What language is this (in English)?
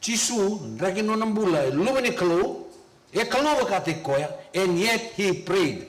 Fijian